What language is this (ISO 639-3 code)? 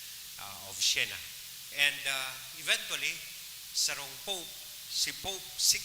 bik